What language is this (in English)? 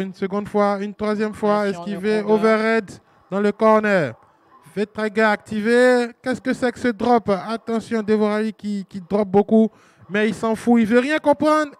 French